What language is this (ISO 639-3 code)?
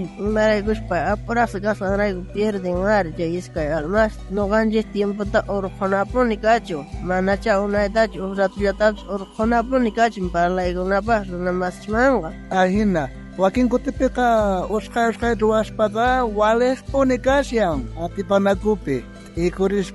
quh